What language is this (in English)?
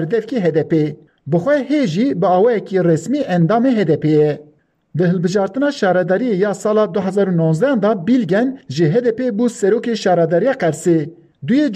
Kurdish